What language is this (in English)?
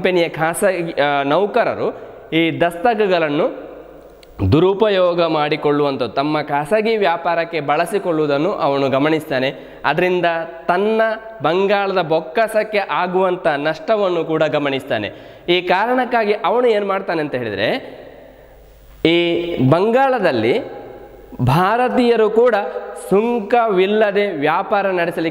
Kannada